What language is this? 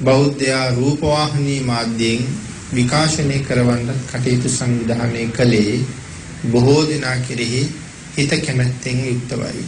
Sinhala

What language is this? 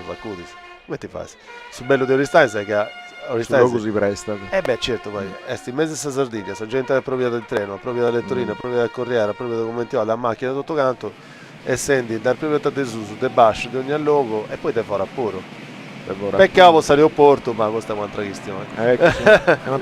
Sardinian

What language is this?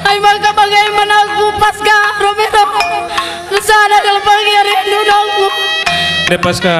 Batak Karo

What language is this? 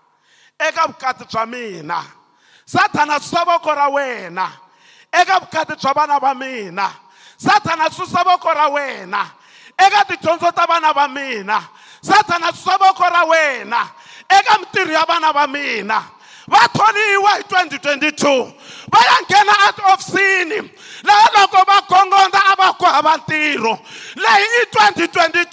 Tsonga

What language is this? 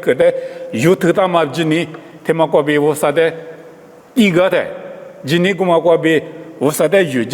Lisu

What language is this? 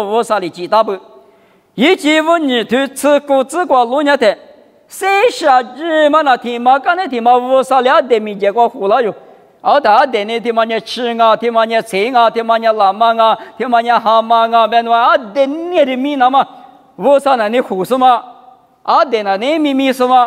Lisu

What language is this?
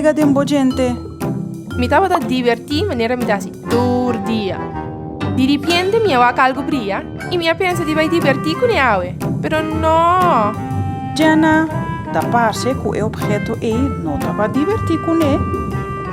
Papiamento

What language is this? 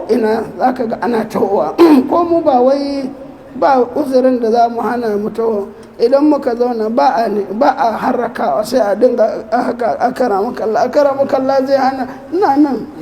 Hausa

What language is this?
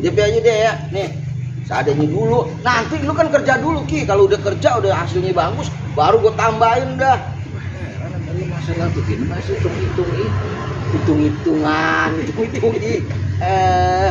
Betawi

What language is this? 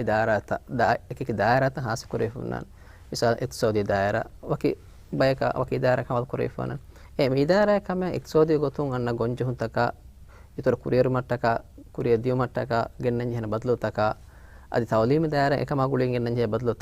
Divehi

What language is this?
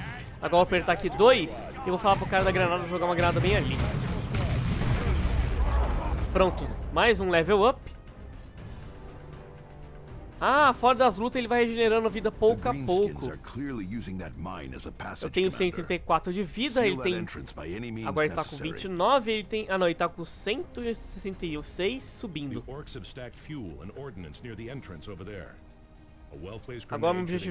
Portuguese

